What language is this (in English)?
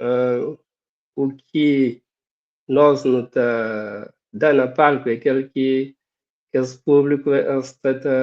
Kabuverdianu